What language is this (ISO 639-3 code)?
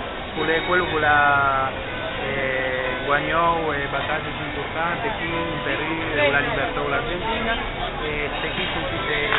lij